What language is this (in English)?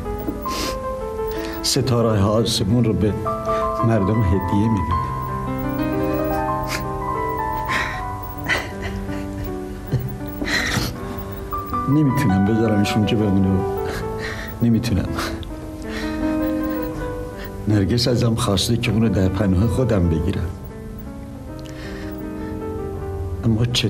Persian